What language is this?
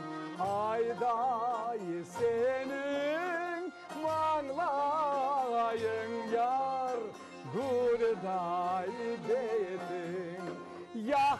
Crimean Tatar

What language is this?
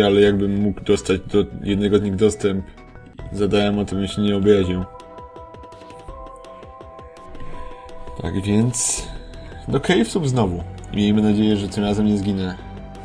Polish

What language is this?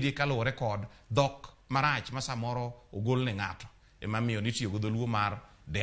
Luo (Kenya and Tanzania)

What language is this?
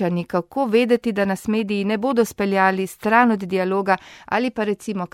Slovenian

